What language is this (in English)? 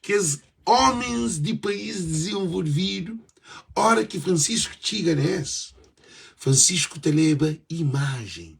Kabuverdianu